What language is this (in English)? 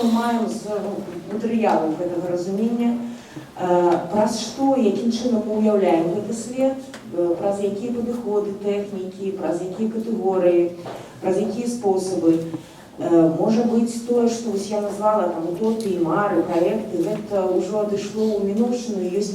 Belarusian